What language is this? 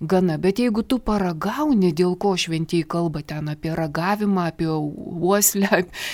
Lithuanian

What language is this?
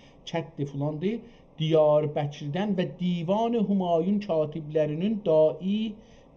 South Azerbaijani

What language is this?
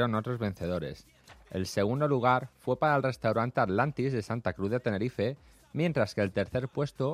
Spanish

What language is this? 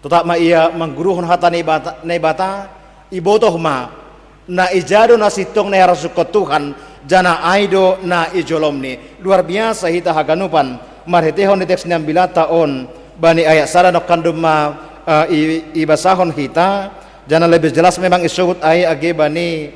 Batak Simalungun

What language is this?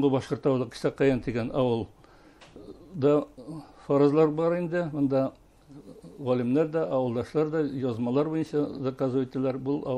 Bashkir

